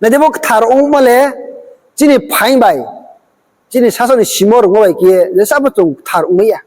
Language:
Riang (India)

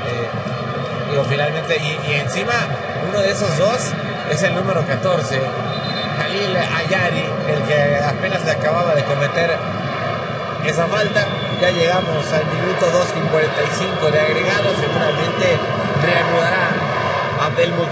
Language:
Spanish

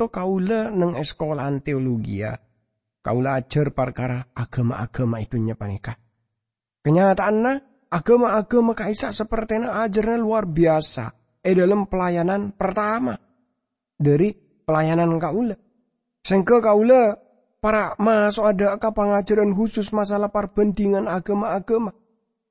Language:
Madurese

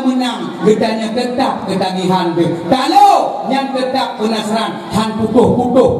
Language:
Achinese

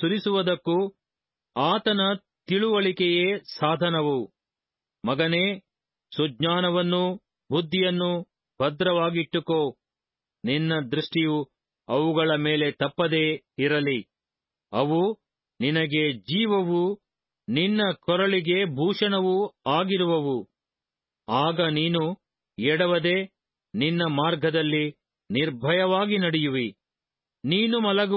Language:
Kannada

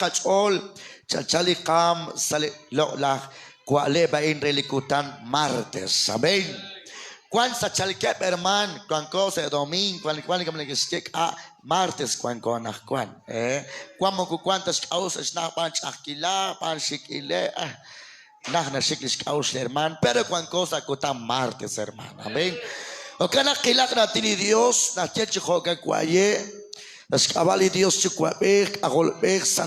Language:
Kekchí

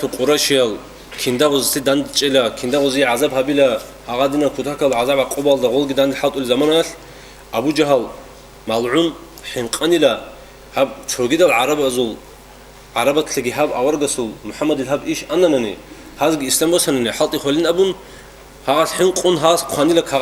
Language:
Avaric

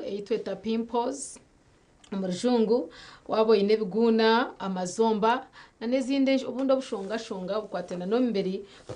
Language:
Nyankole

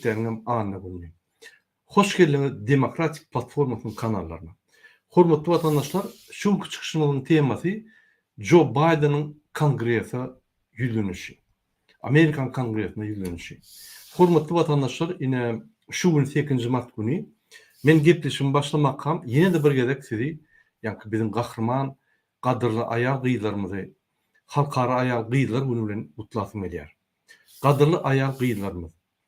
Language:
Turkmen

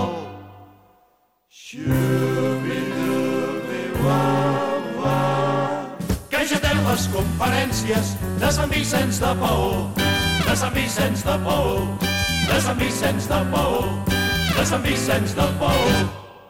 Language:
Catalan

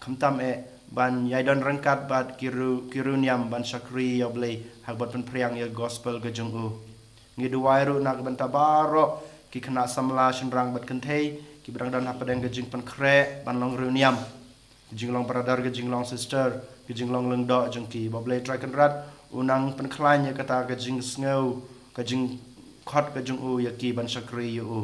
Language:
Khasi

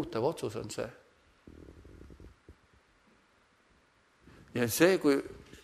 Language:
Estonian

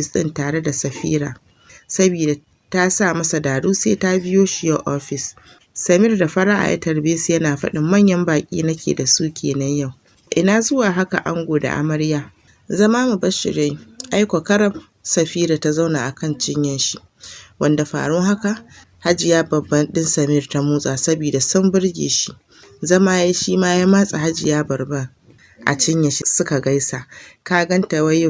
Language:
Hausa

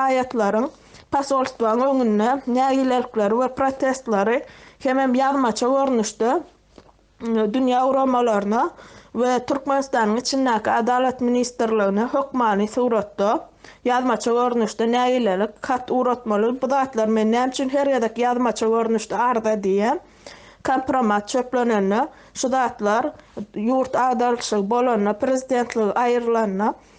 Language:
Turkmen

